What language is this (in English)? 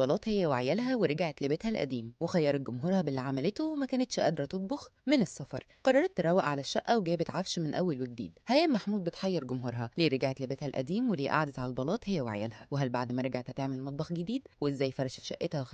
Egyptian Arabic